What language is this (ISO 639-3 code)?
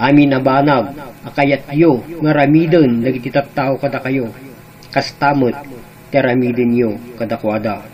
ilo